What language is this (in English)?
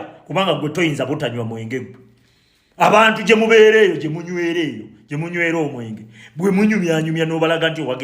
Ganda